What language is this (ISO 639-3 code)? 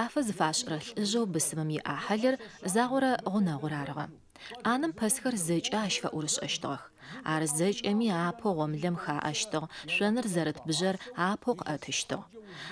ady